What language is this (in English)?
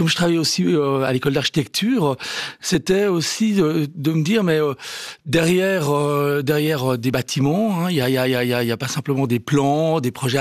French